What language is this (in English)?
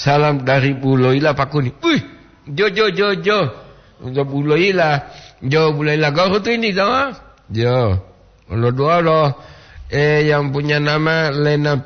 Gorontalo